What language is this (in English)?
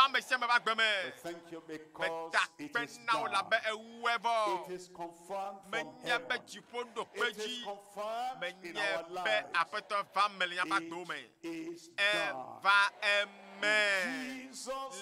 Ewe